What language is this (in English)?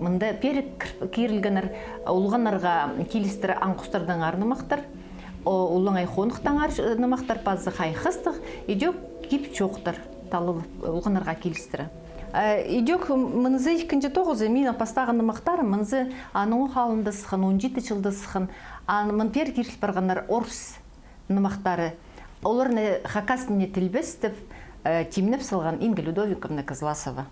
Khakas